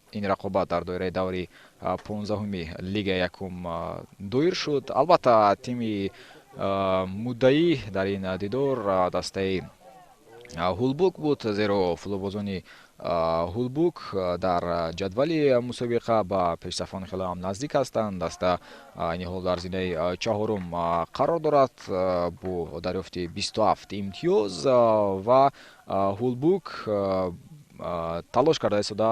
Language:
Tajik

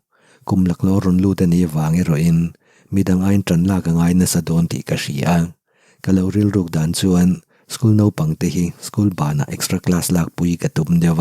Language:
Mizo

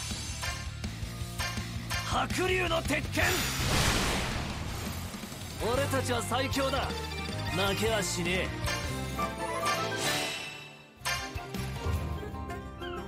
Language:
Japanese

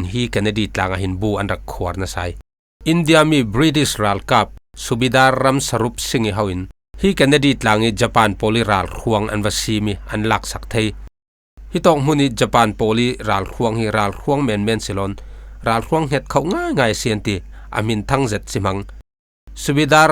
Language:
Falam Chin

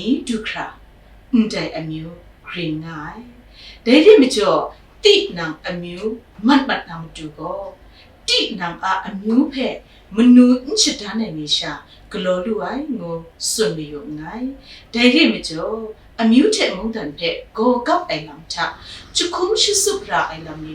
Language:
Kachin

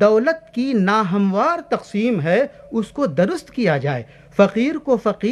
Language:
Urdu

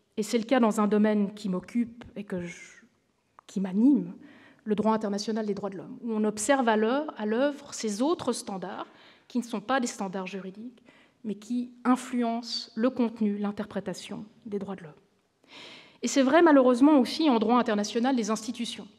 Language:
French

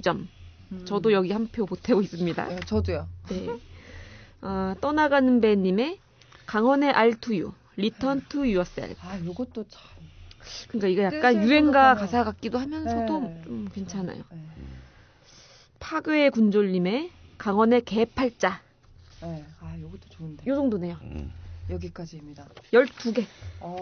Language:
Korean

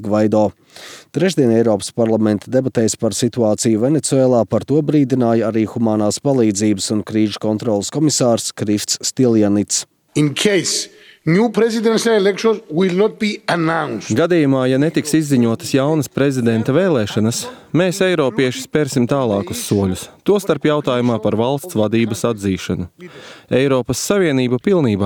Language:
Latvian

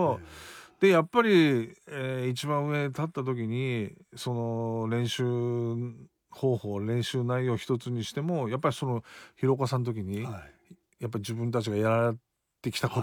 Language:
Japanese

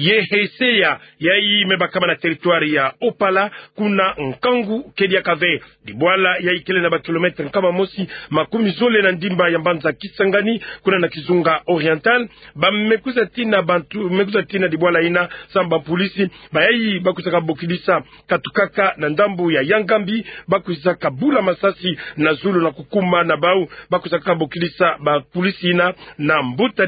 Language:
Kituba (Democratic Republic of Congo)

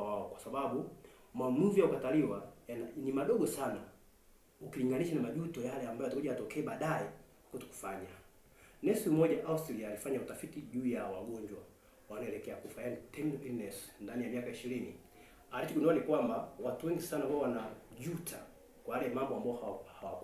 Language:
Swahili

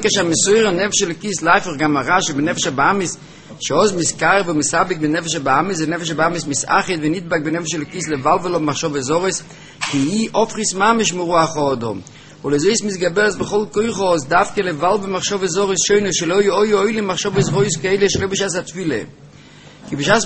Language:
Hebrew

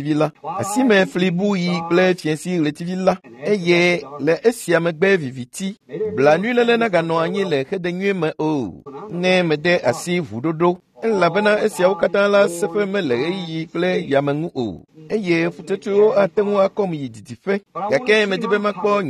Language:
Ewe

